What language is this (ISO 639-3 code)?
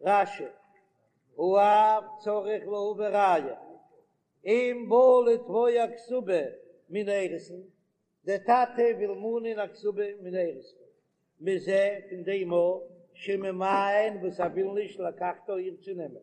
yid